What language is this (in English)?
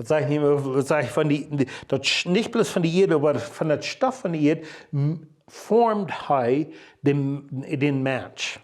Plautdietsch